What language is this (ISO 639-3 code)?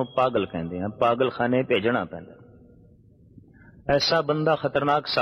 pan